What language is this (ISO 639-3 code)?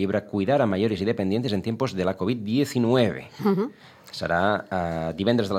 cat